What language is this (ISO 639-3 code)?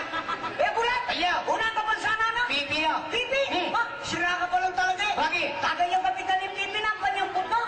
pam